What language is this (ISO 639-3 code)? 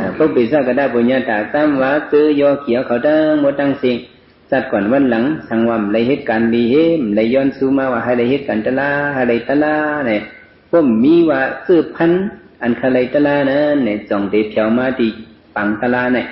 shn